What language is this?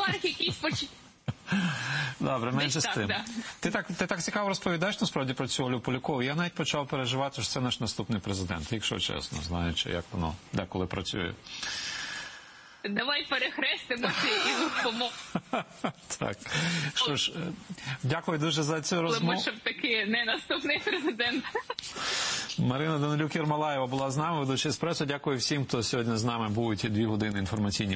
Ukrainian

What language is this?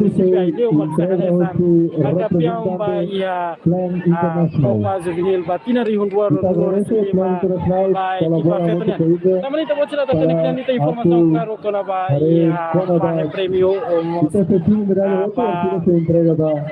Tetum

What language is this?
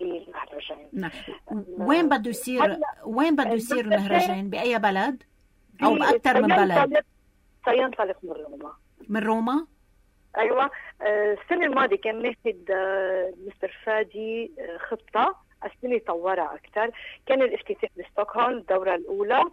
North Levantine Arabic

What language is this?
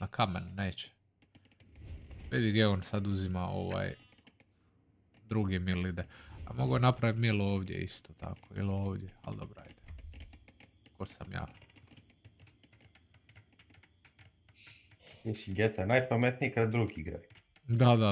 Croatian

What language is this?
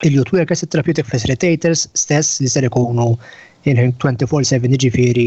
Maltese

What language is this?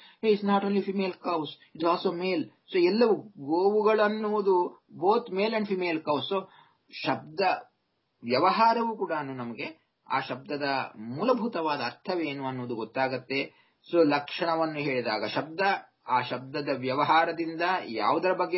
Kannada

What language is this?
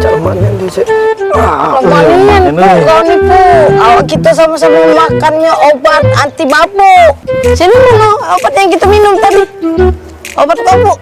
Musi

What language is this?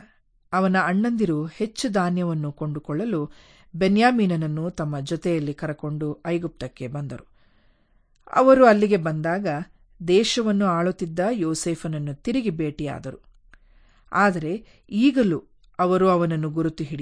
Kannada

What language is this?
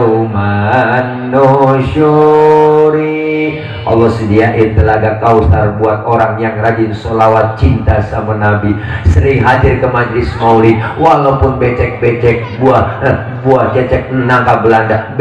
Betawi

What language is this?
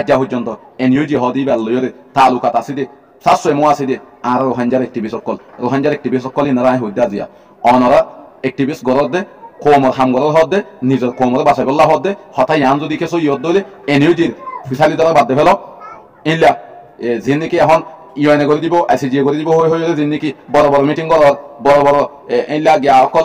Rohingya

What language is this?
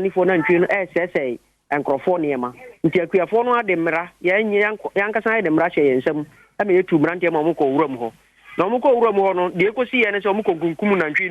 Akan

